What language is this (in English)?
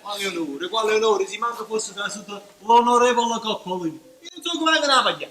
Neapolitan